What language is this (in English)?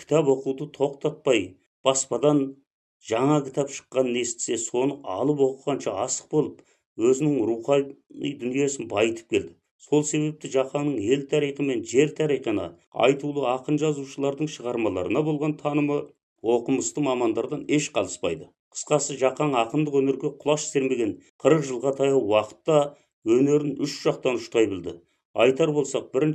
Kazakh